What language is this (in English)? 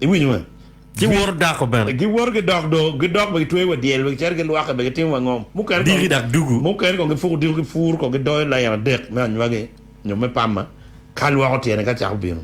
Acoli